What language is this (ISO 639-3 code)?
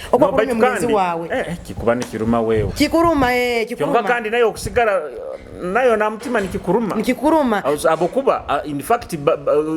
nyo